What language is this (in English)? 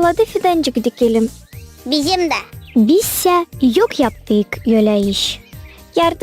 Gagauz